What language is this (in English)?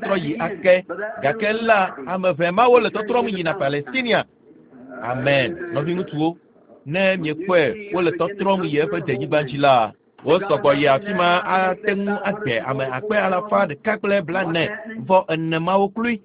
Ewe